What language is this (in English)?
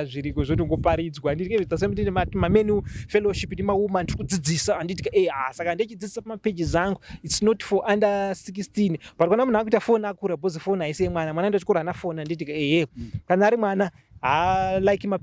Shona